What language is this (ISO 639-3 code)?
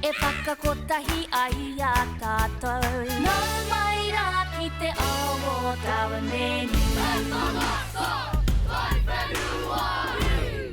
mri